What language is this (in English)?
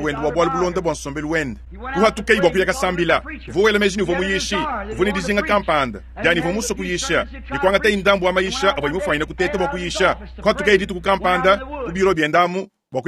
Luba-Lulua